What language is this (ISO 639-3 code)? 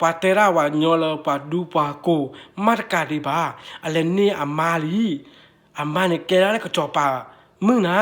ksw